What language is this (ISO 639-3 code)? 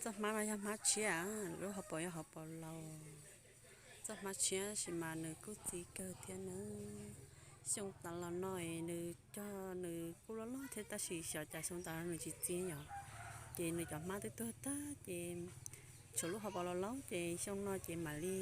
hmn